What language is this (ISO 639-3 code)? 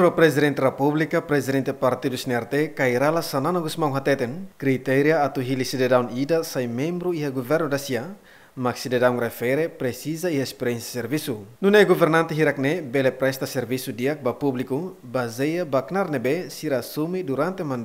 tet